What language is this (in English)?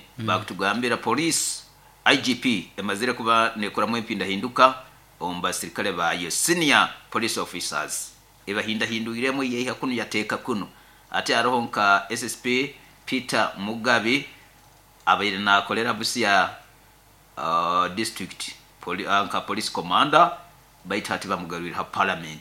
Nyoro